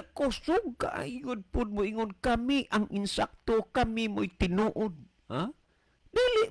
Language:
Cebuano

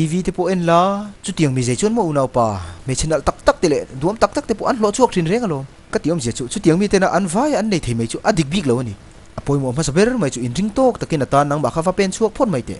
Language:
Mizo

